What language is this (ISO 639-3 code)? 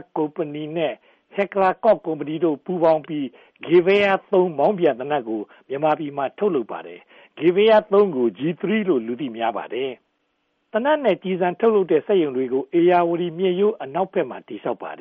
mya